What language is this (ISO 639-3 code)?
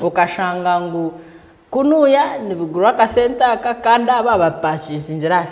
nyn